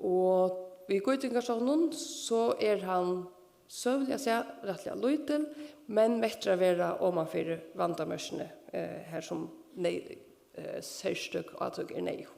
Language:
Faroese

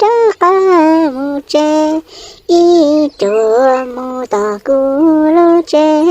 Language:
Hmong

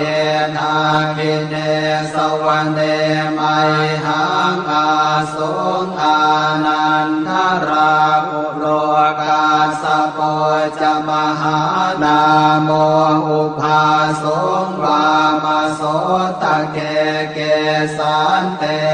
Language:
Pali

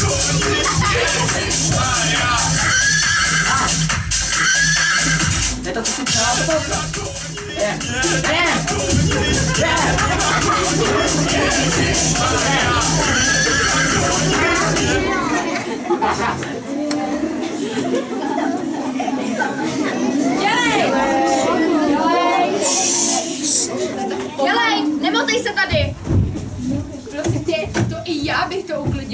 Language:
Czech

